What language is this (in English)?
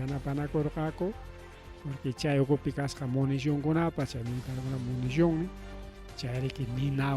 Ayacucho Quechua